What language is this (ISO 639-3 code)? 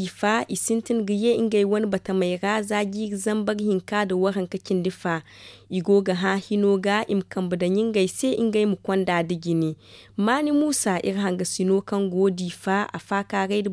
dje